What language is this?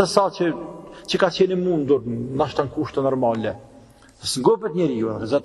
Albanian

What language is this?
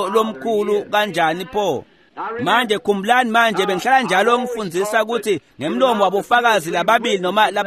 Swati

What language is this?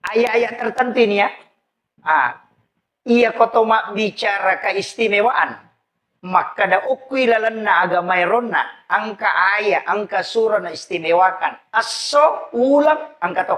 Buginese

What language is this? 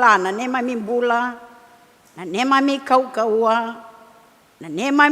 Fijian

